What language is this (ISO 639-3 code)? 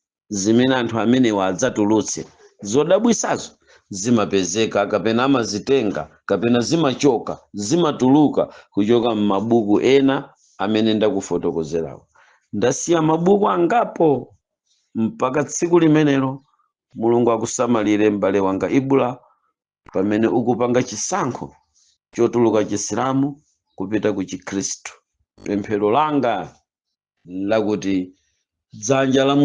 nya